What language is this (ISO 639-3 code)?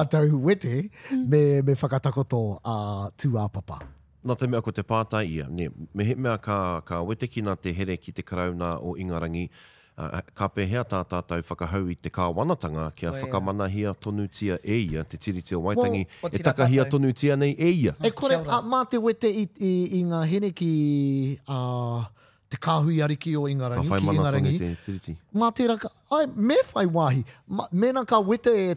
mri